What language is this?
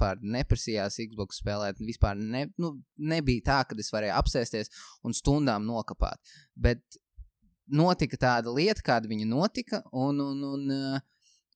Latvian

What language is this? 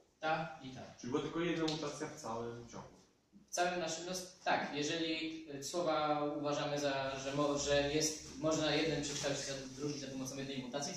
Polish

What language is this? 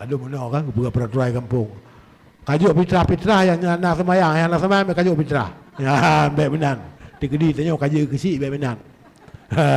Achinese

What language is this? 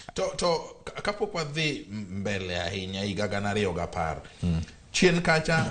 Luo (Kenya and Tanzania)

